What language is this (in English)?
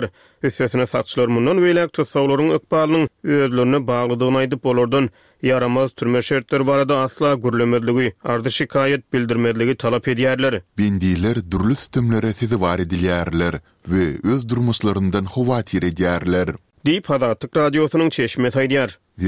Turkmen